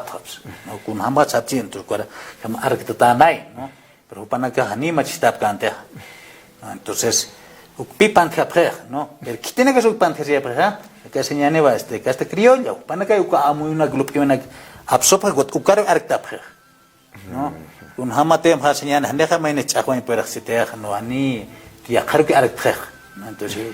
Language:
Aymara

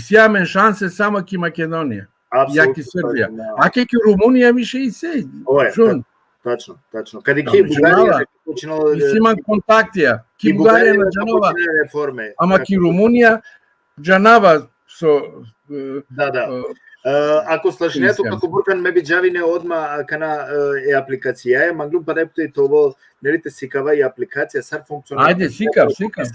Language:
Balkan Romani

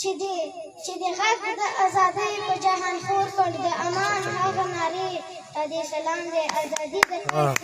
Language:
Pashto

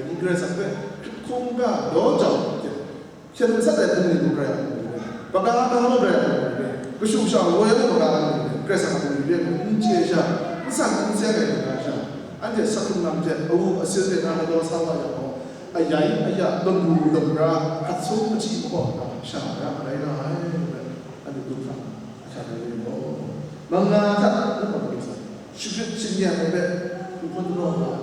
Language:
Kachin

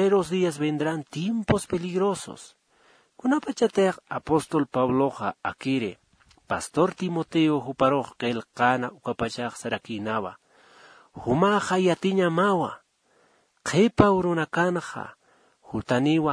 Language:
Aymara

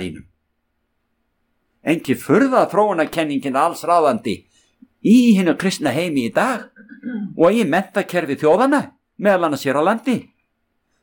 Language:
Icelandic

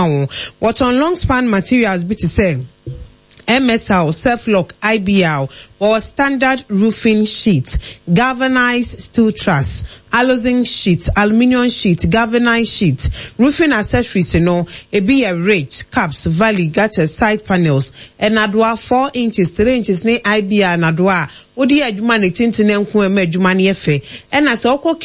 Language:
Akan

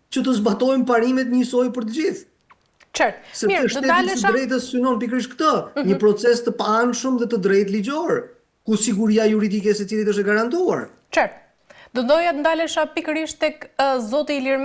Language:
Albanian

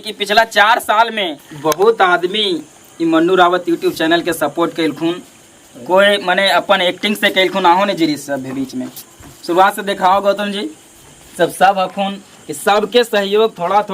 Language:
Magahi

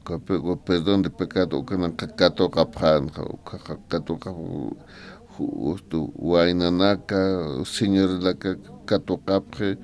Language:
Aymara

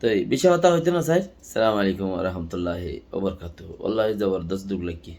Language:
Rohingya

